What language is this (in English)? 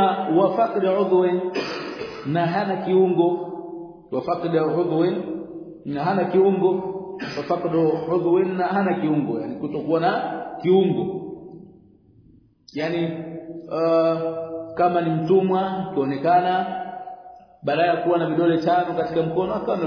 Swahili